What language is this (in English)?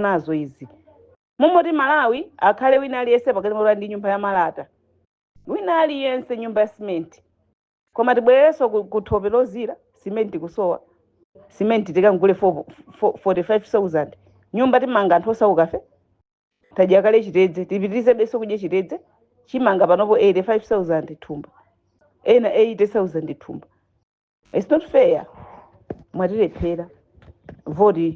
Nyanja